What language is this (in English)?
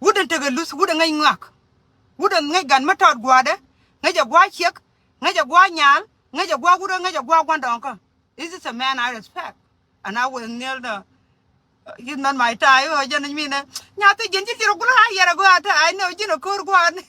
Nuer